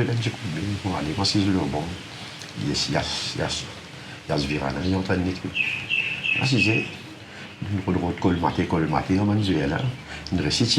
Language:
Morisyen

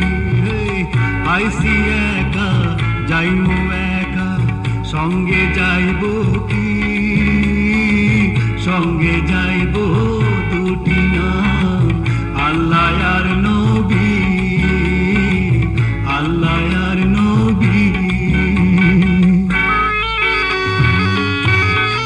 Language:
Bangla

